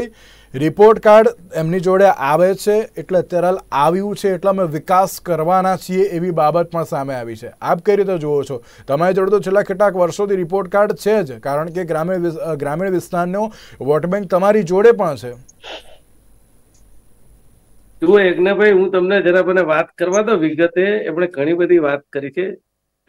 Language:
Gujarati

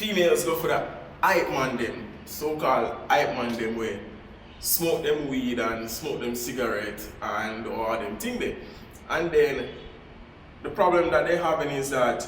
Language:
Jamaican Creole English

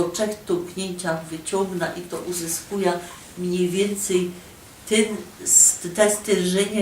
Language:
Silesian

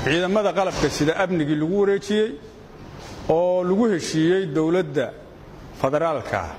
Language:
Somali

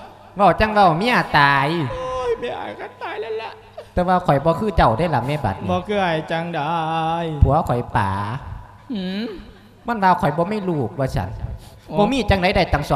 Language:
Lao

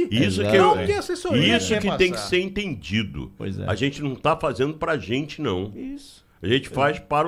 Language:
Portuguese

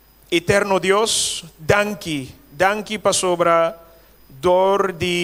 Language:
Papiamento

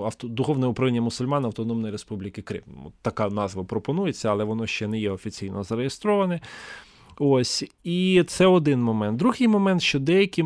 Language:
Ukrainian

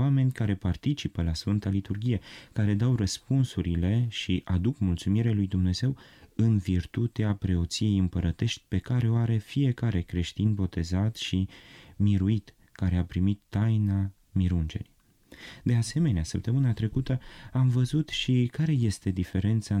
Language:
Romanian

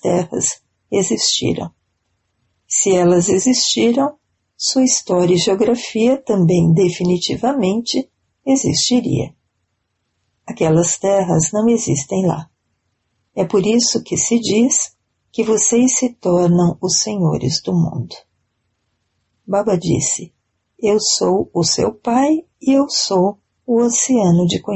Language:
Portuguese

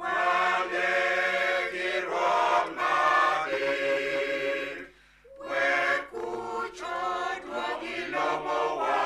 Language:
Acoli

